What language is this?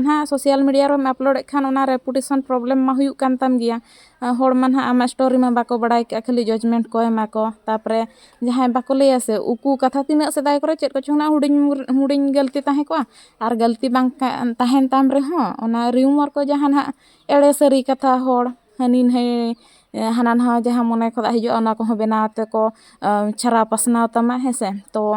Santali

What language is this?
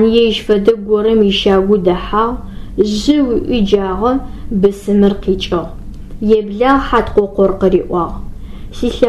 Adyghe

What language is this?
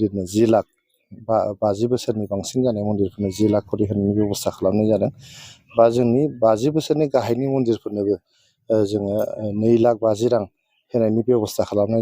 Bodo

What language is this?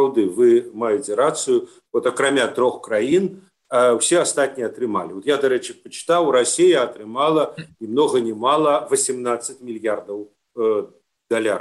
Belarusian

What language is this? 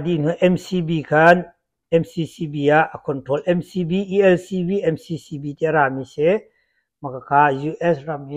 Hakha Chin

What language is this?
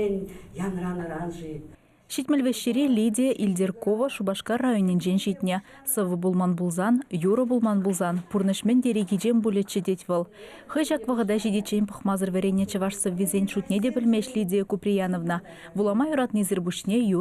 Chuvash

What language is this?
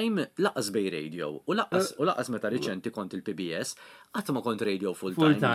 Maltese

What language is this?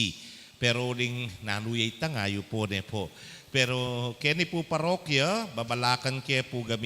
Pampanga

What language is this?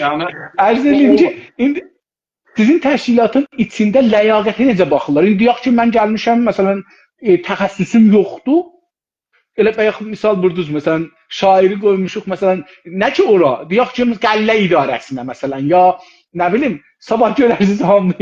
South Azerbaijani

